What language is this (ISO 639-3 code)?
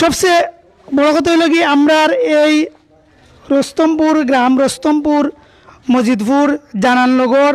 syl